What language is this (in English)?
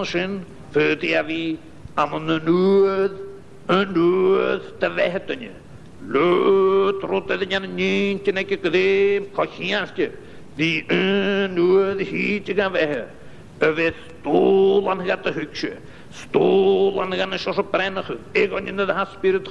Scottish Gaelic